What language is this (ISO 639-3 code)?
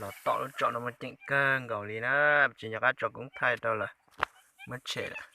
hmn